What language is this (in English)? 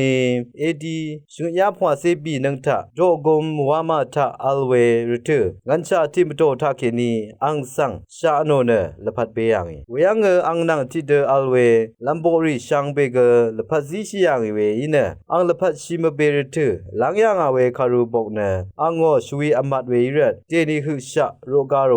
Rawang